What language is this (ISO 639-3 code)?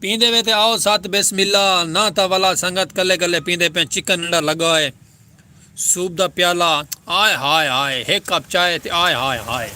skr